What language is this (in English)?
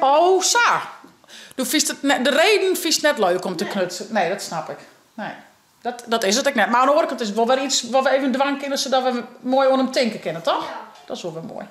Western Frisian